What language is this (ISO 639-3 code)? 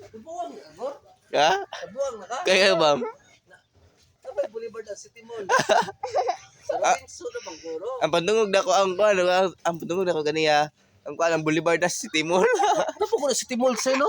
ceb